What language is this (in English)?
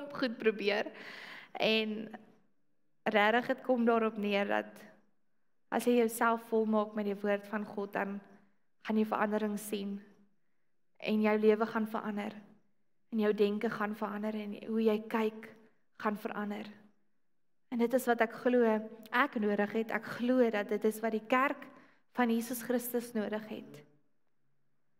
Afrikaans